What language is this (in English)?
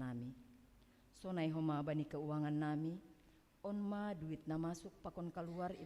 Batak Simalungun